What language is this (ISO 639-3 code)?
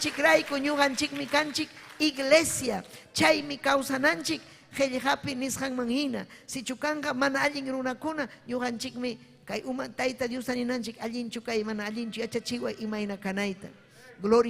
quy